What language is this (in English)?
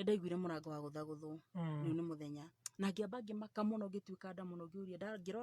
Kikuyu